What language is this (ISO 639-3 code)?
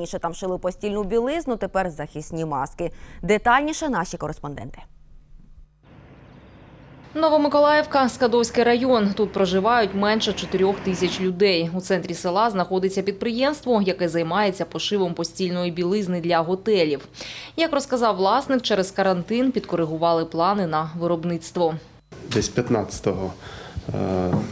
ukr